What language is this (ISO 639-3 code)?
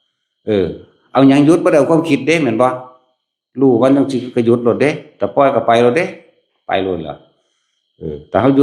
tts